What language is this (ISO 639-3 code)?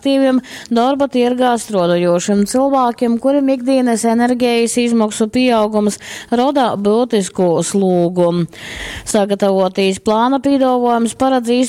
ltg